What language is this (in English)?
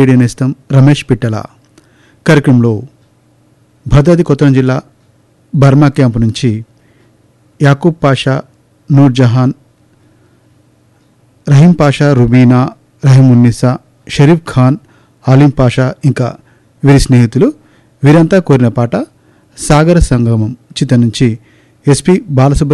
Telugu